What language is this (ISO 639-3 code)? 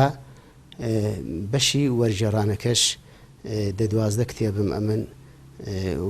ckb